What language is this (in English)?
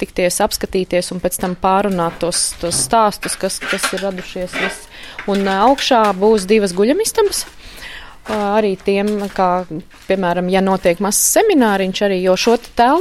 Latvian